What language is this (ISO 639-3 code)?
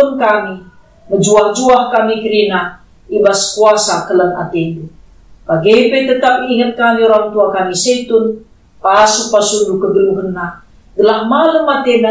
btx